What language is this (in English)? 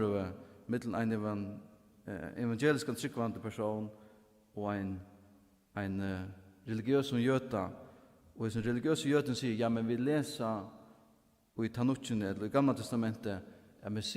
Faroese